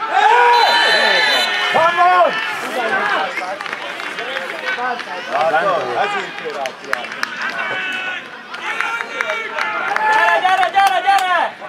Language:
Hungarian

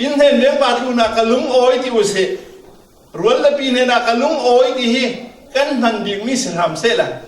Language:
Falam Chin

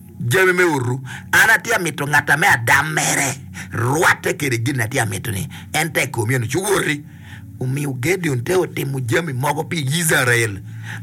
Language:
Acoli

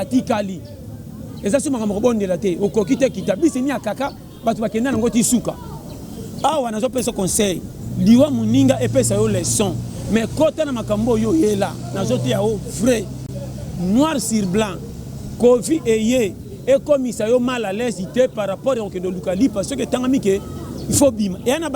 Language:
Lingala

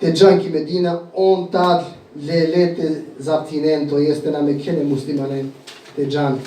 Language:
Balkan Romani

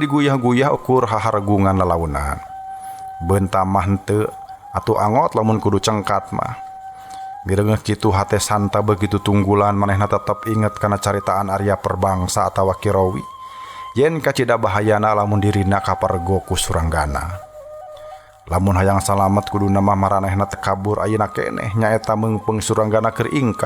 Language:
Sundanese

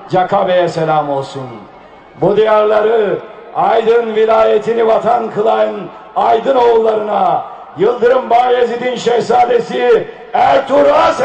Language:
Turkish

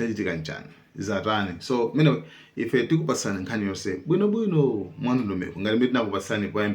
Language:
Nyanja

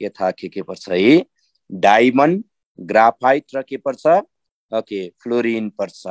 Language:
Nepali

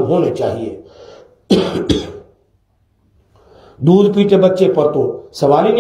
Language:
Urdu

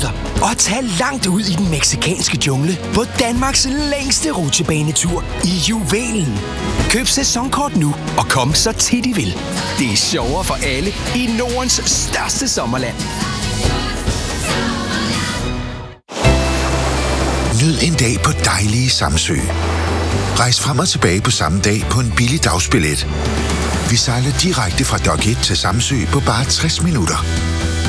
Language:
Danish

